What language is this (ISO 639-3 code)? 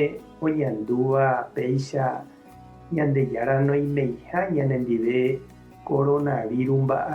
grn